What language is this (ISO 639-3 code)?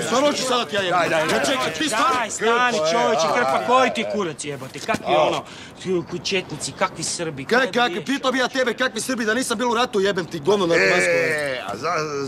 hrv